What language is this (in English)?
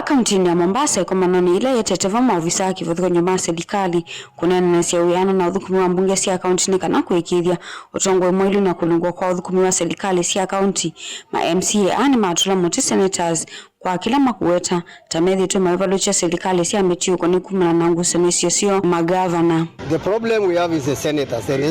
Kamba